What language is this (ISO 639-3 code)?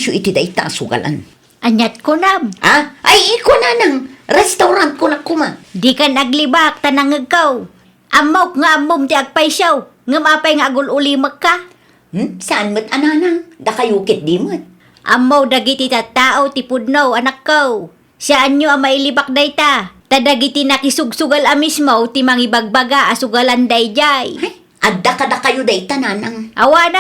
ilo